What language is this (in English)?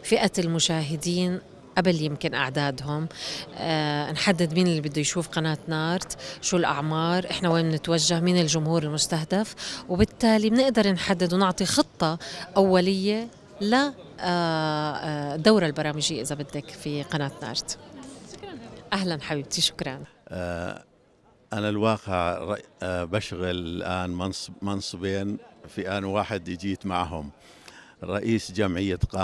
North Levantine Arabic